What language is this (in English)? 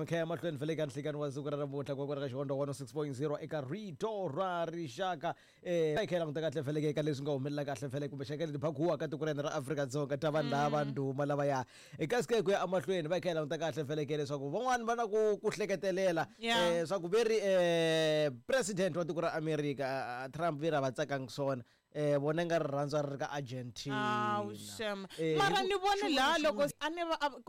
Tsonga